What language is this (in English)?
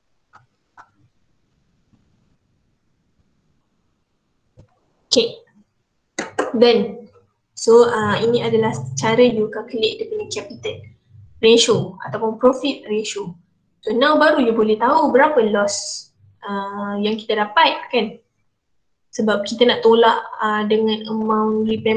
Malay